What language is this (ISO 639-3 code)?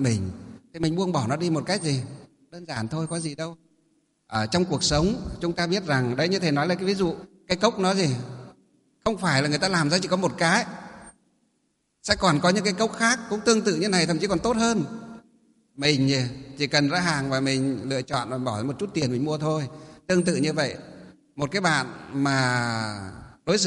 vie